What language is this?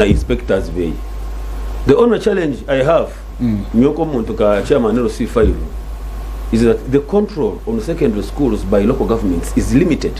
Nyankole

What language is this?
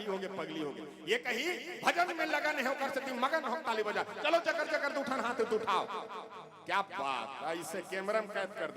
Chhattisgarhi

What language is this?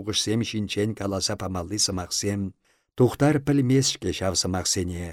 Chuvash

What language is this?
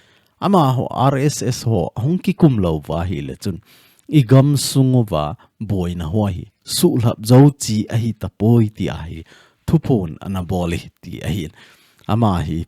Thado Chin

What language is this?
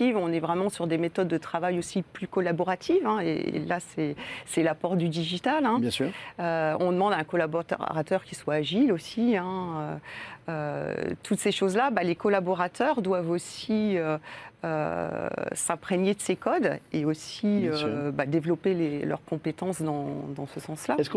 French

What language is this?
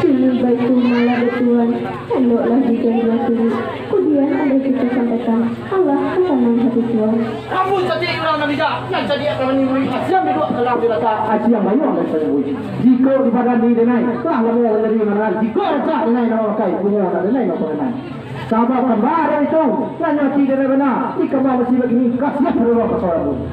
Minangkabau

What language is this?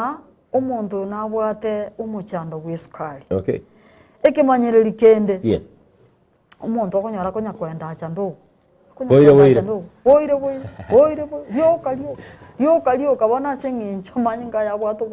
Gusii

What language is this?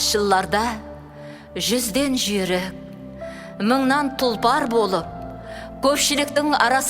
Kara-Kalpak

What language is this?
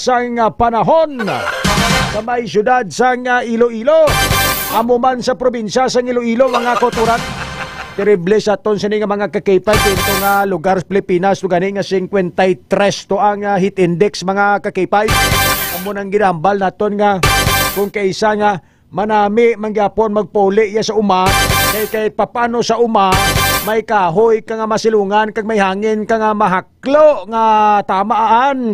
Hiligaynon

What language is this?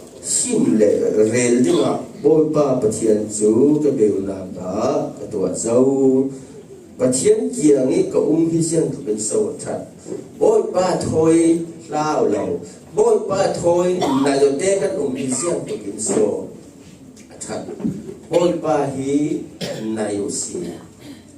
Falam Chin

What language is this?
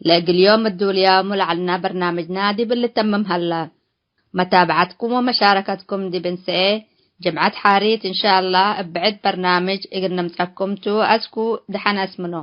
Tigre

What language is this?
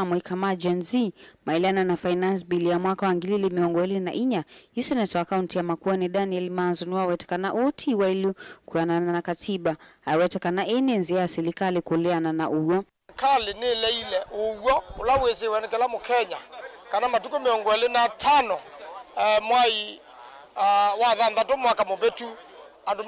Kamba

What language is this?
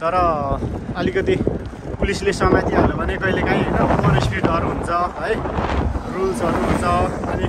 Nepali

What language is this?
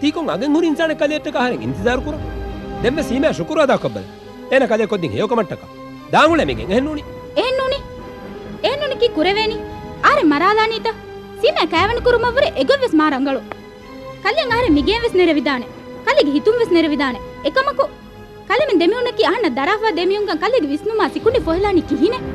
Divehi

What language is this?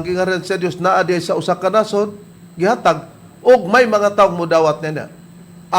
Cebuano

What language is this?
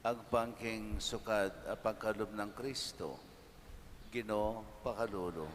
Pampanga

